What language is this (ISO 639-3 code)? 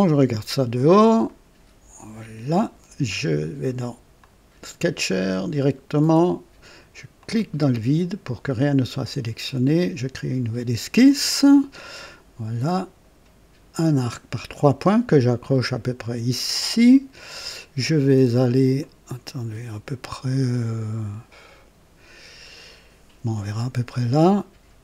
fra